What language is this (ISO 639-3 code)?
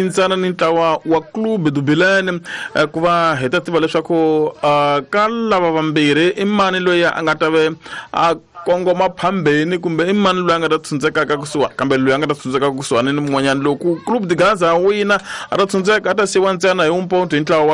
tso